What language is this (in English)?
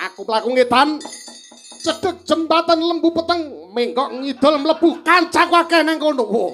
Javanese